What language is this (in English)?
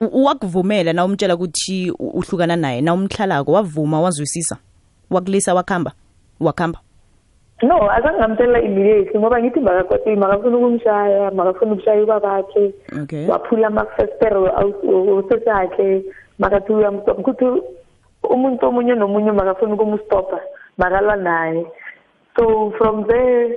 South Ndebele